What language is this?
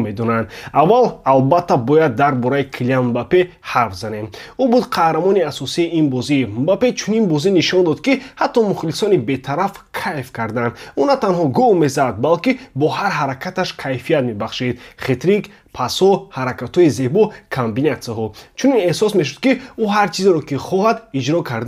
Tajik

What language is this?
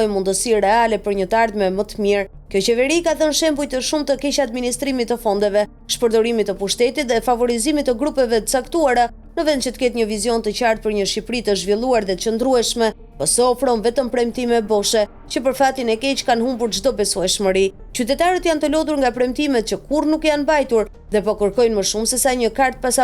Albanian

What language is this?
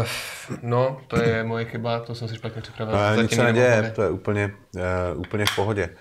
Czech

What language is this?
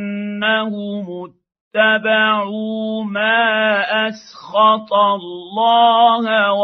Arabic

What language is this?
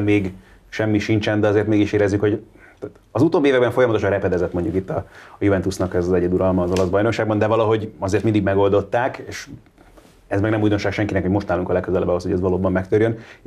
Hungarian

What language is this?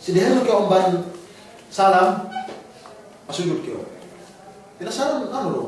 Yakan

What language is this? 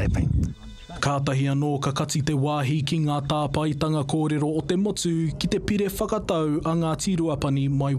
Māori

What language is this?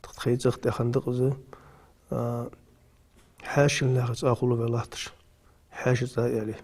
Ingush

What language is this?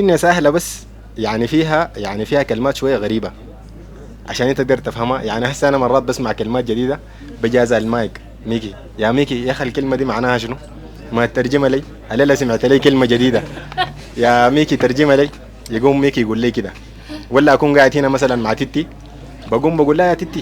Sudanese Arabic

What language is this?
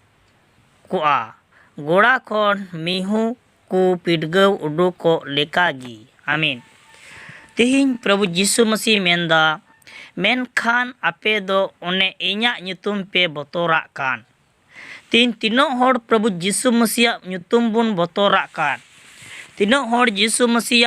Santali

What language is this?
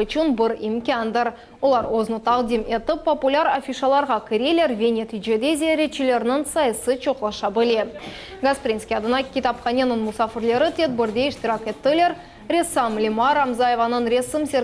Crimean Tatar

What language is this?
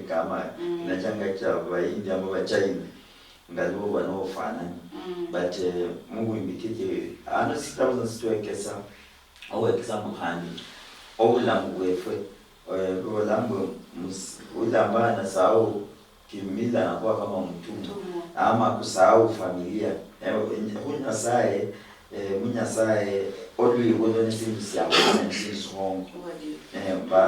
Luyia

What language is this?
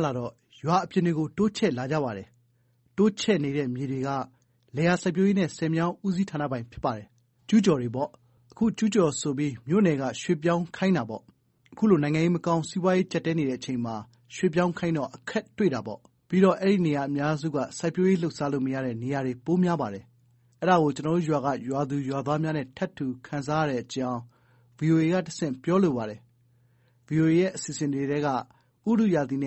Burmese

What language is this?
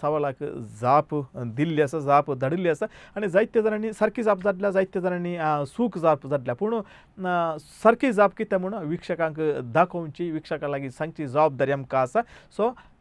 Konkani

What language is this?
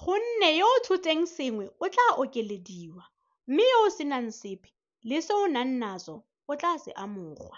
Tswana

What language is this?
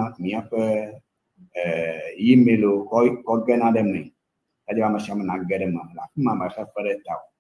Ewe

